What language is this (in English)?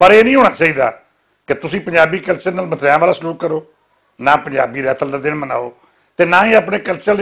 Western Panjabi